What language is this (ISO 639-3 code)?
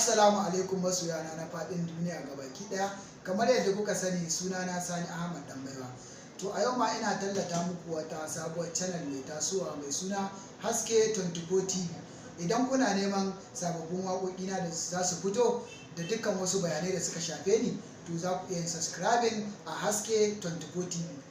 hau